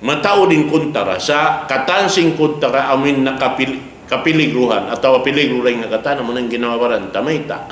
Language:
Tausug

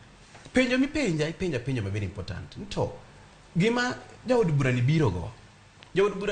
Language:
Luo (Kenya and Tanzania)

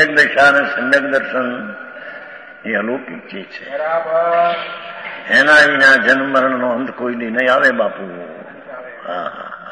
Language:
Gujarati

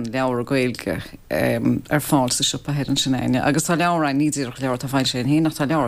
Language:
Irish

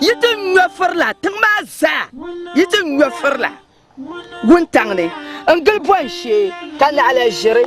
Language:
Dagbani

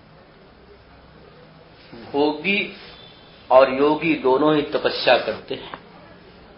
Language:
Hindi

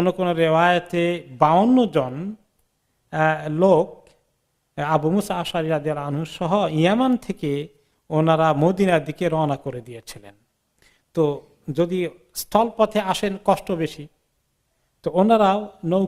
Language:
Bangla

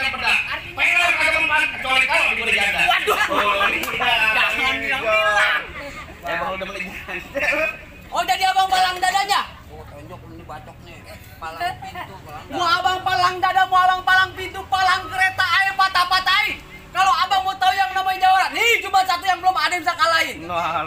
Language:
Betawi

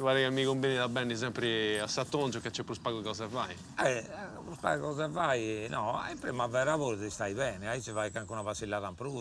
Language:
Sardinian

